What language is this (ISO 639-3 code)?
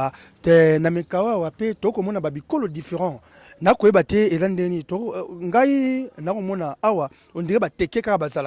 lin